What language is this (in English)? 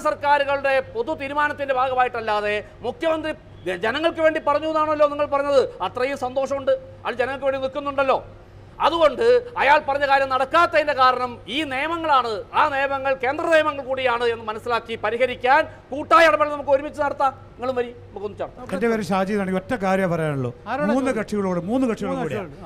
Malayalam